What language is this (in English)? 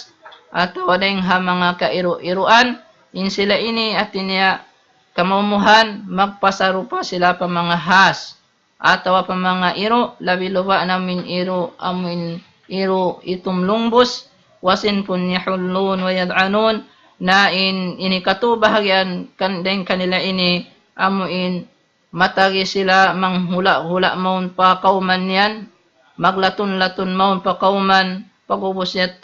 Tausug